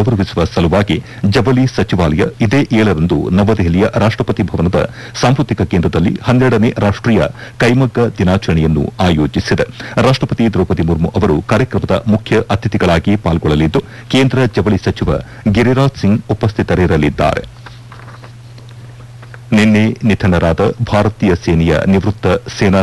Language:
Kannada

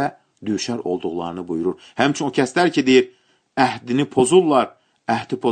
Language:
Azerbaijani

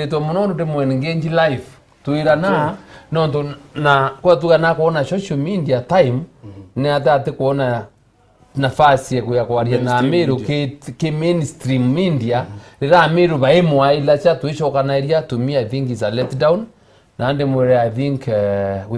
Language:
Meru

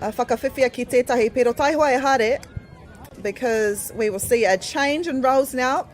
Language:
Māori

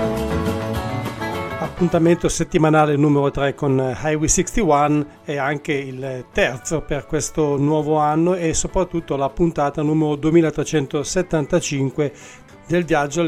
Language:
Italian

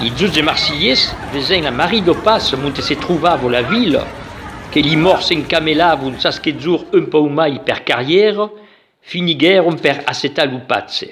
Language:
Occitan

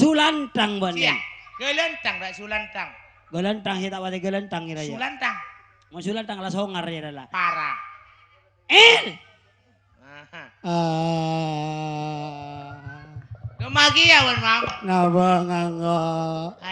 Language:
Madurese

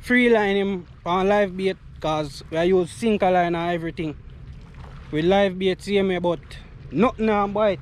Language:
Jamaican Creole English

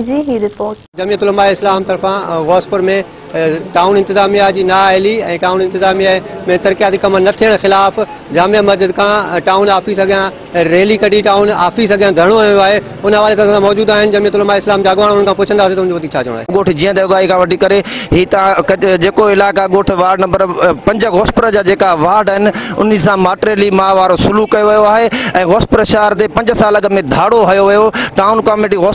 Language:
Sindhi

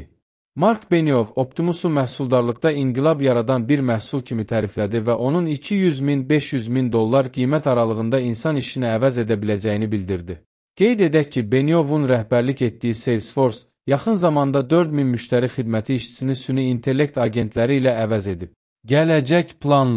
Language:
Azerbaijani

